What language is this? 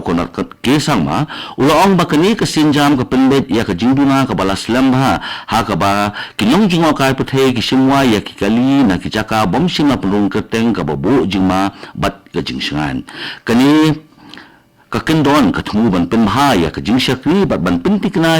Khasi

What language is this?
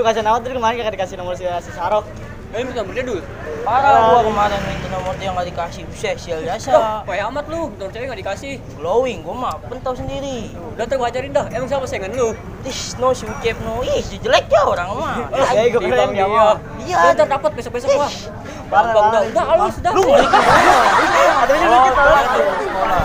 Betawi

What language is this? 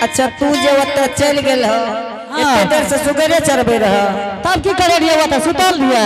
Angika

